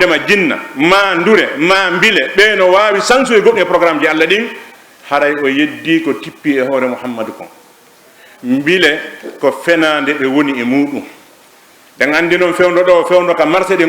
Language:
Fula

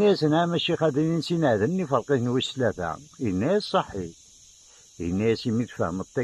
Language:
Kabyle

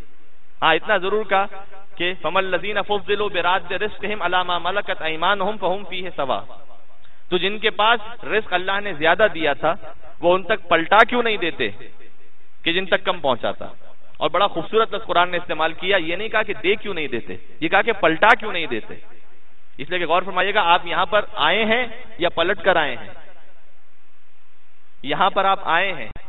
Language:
Urdu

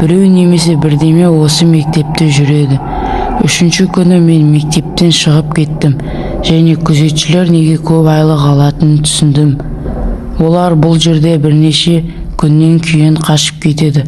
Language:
Kazakh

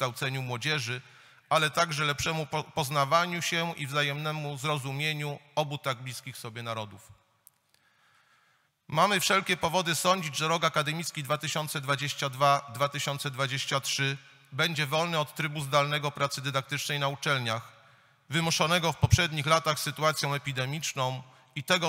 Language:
Polish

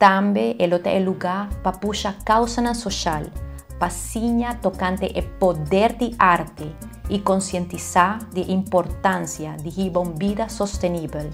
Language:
Papiamento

